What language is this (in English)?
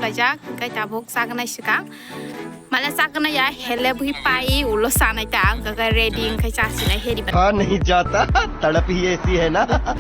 Kok Borok